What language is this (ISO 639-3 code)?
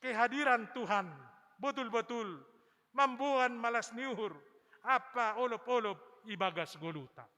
bts